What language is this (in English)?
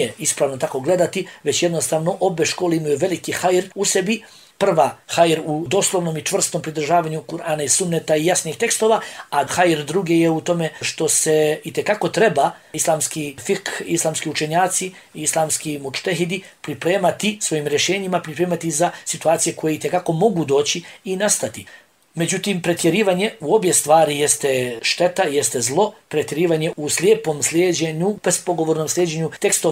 Bosnian